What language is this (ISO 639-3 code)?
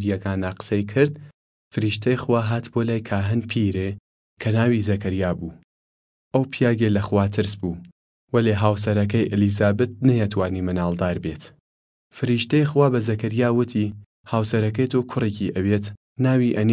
sdh